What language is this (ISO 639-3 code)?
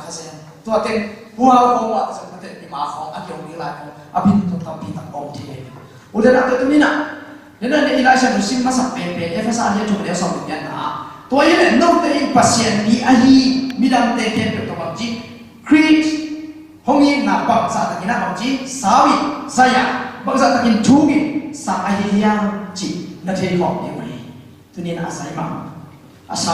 ctd